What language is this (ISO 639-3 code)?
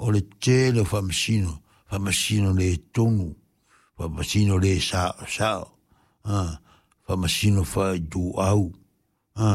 smo